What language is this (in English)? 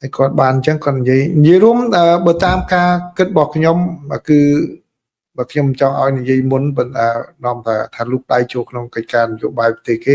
Khmer